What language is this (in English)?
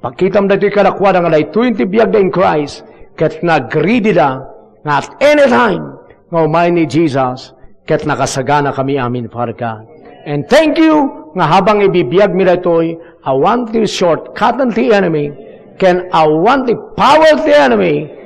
Iloko